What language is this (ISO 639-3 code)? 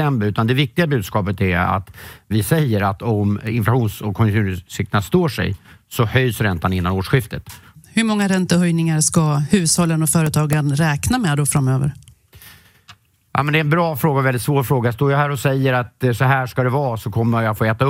swe